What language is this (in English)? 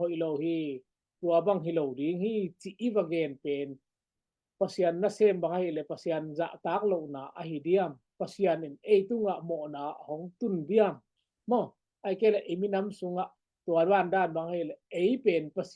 Tedim Chin